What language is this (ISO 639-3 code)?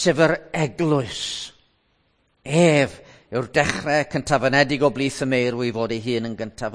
cym